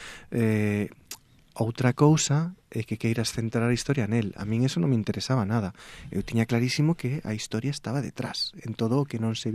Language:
Galician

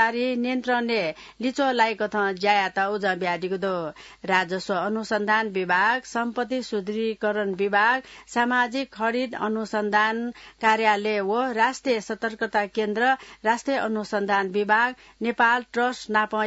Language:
Newari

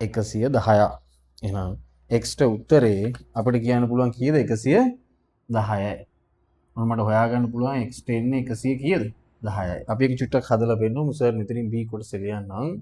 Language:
Sinhala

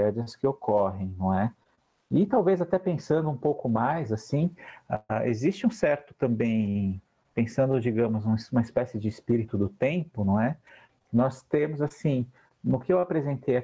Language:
Portuguese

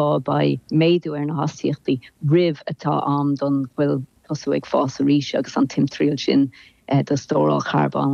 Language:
Irish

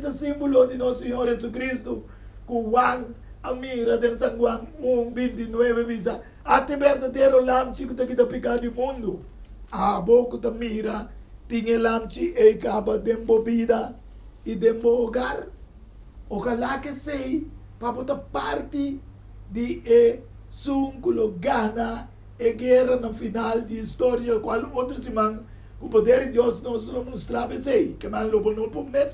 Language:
Papiamento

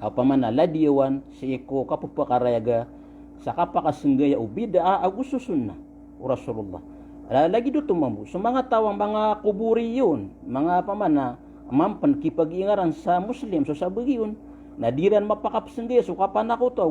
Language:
Maranao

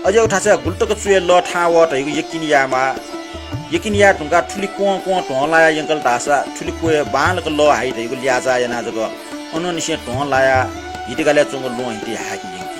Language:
Newari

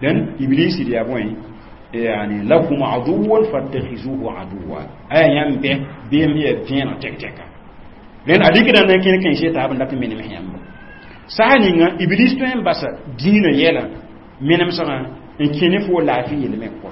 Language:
Mossi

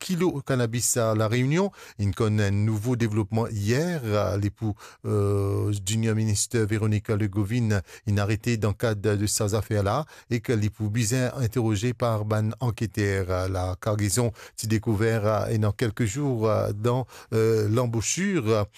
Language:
Morisyen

